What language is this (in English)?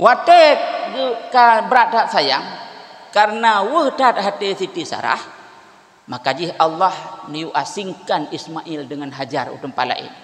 Achinese